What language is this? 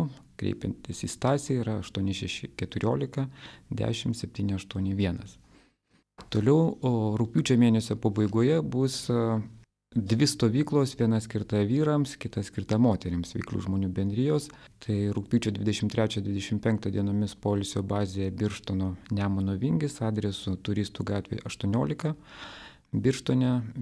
Lithuanian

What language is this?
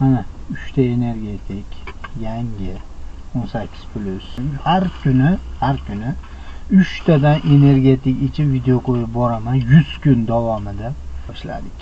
Uzbek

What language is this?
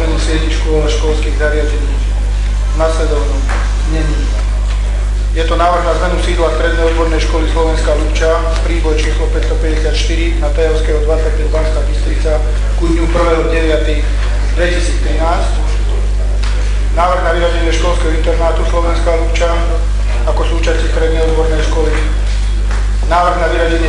Slovak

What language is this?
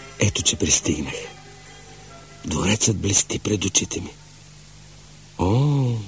Bulgarian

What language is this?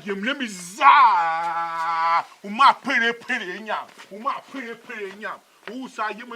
Tiv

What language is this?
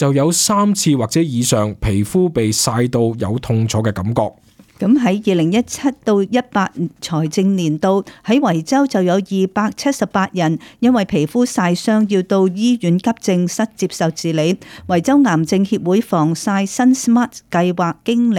Cantonese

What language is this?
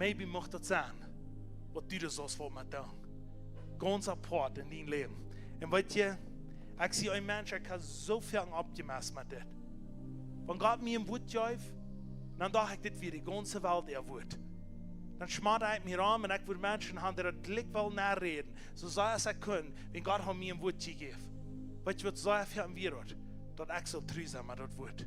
Plautdietsch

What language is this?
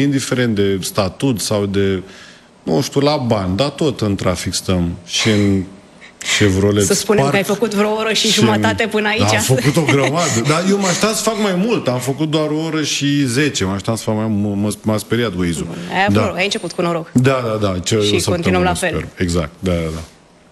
Romanian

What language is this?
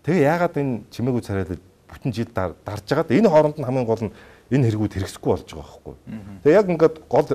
Mongolian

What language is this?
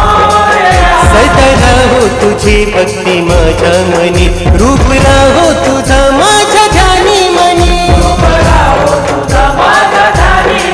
Marathi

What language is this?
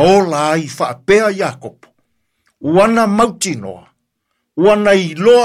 Samoan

